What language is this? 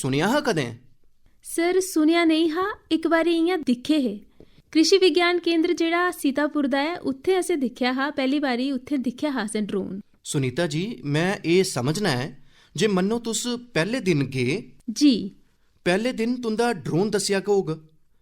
Dogri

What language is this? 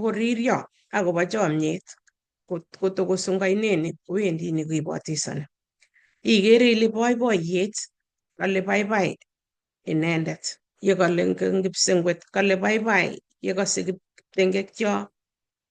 Kalenjin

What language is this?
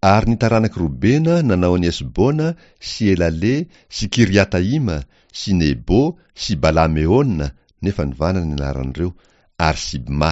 Malagasy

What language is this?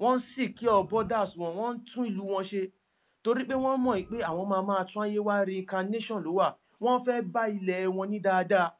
Yoruba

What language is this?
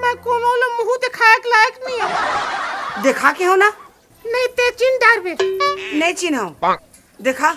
Chhattisgarhi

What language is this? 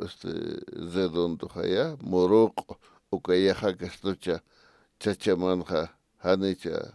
Aymara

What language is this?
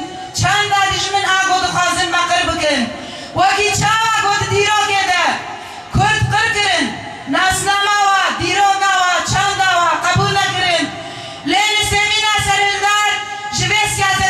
Kurdish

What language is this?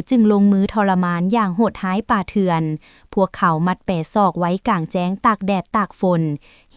Lao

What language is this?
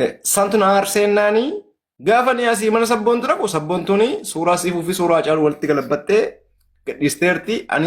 Oromo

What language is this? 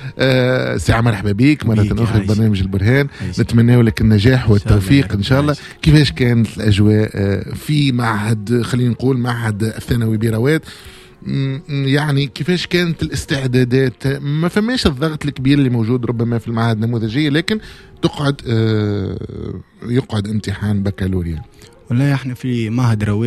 Tunisian Arabic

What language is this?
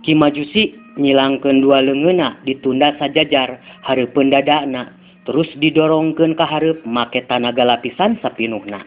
Sundanese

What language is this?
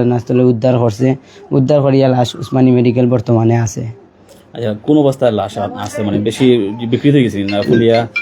Sylheti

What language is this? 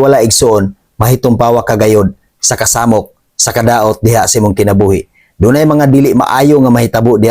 Cebuano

